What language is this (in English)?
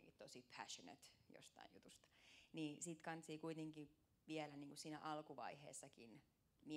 Finnish